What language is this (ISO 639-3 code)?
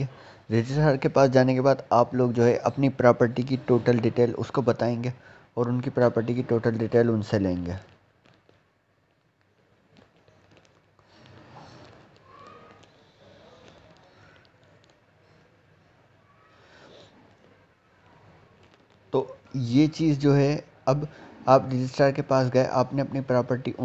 hin